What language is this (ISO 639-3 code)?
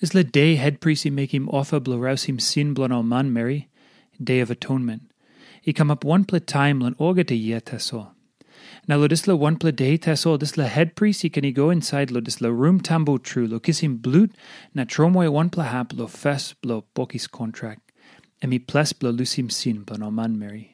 tpi